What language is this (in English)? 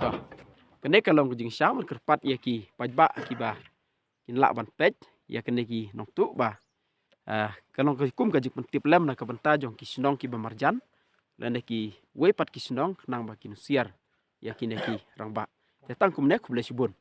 Khasi